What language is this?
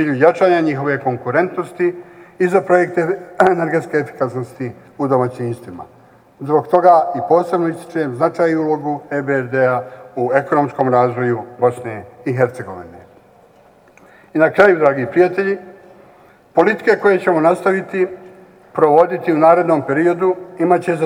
Bosnian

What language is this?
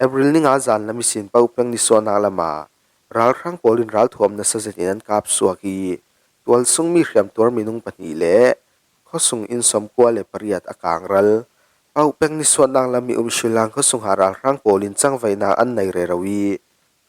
Falam Chin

